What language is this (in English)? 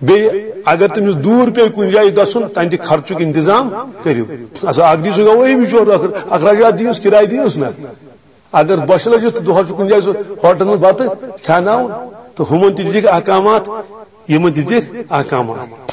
Kashmiri